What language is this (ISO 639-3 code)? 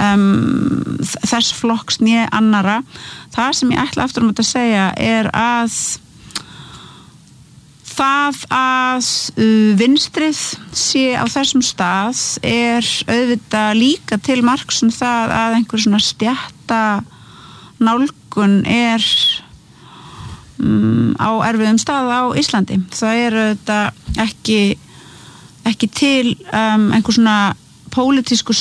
isl